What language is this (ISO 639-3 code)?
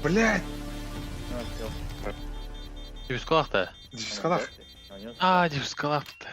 sah